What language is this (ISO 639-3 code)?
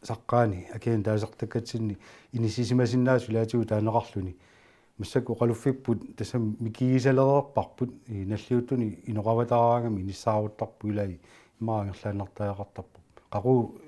kal